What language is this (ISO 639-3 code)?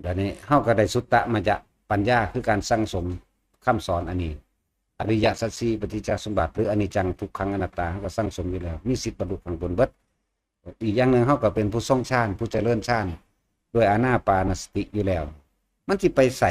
tts